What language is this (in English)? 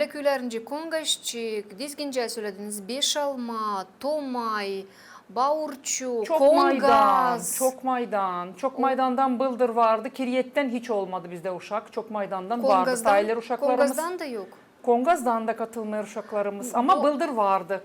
Gagauz